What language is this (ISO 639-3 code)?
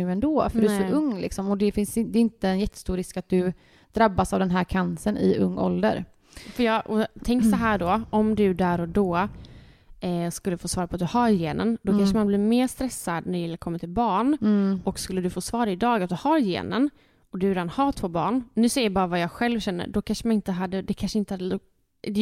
swe